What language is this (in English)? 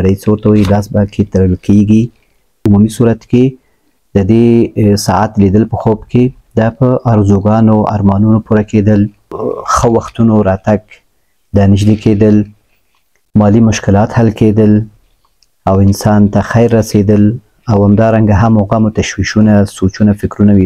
Pashto